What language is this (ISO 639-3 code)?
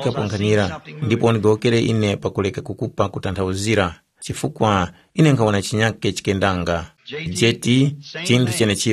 tum